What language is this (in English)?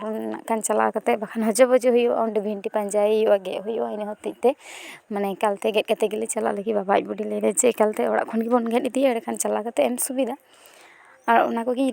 Santali